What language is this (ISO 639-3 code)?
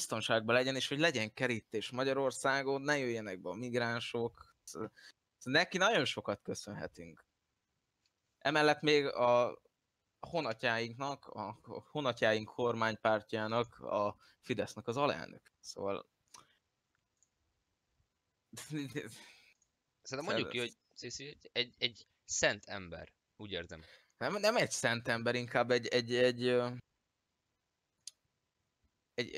hun